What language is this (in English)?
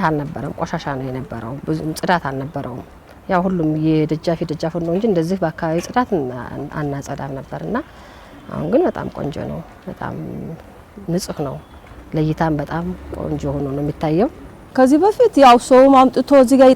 Amharic